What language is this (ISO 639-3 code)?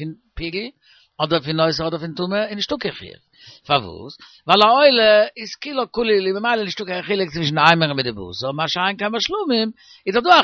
yid